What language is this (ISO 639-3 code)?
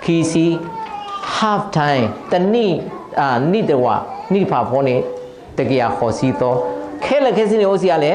ksw